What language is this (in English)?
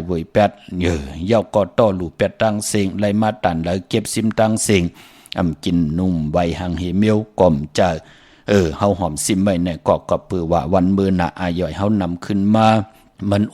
Shan